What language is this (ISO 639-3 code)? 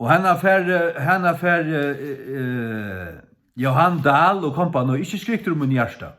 fao